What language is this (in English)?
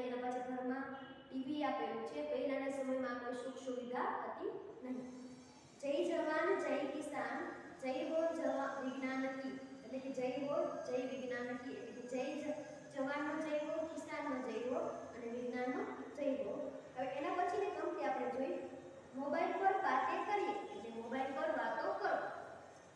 Gujarati